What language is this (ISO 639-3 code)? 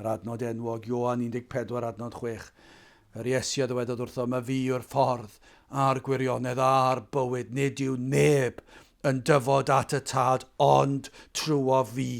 cym